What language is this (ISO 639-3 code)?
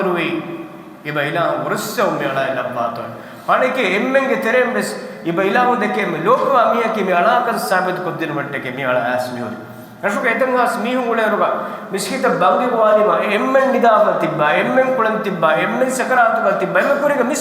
div